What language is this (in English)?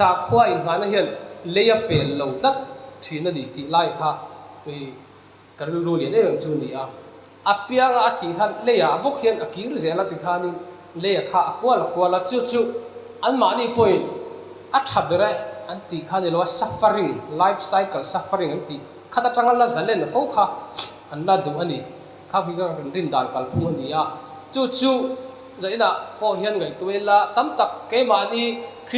Mizo